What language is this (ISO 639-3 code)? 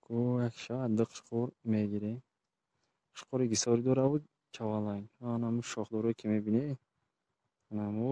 tgk